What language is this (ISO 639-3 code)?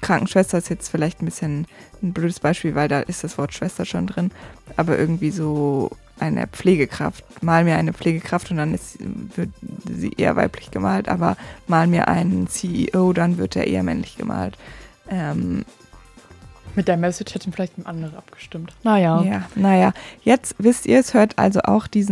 deu